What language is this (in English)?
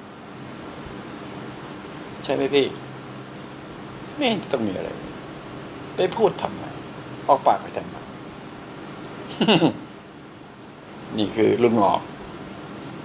Thai